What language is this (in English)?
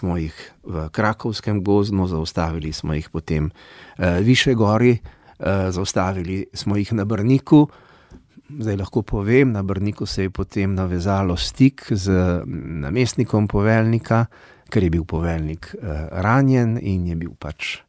Slovenian